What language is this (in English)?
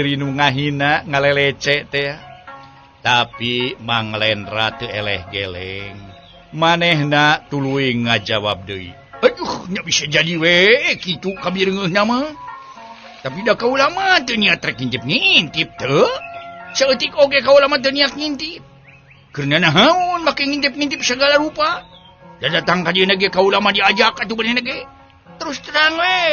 Sundanese